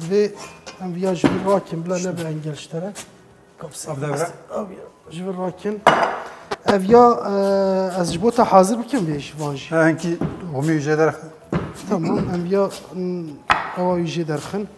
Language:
Kurdish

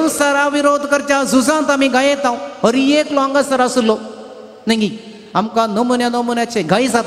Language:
Konkani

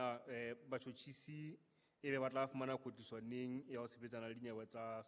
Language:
Southern Sotho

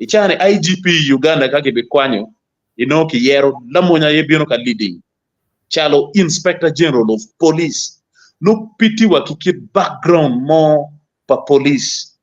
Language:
Acoli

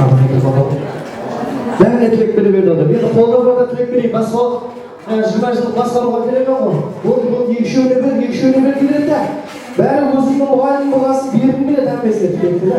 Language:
Kara-Kalpak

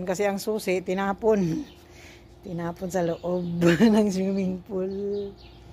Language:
Filipino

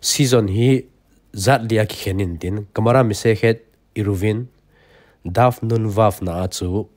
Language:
Thado Chin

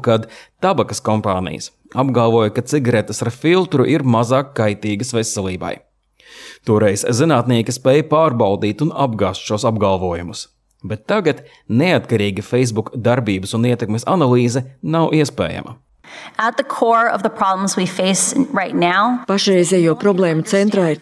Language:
Latvian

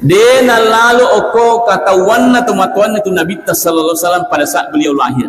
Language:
Buginese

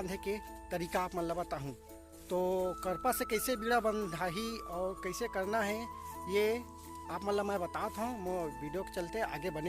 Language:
Chhattisgarhi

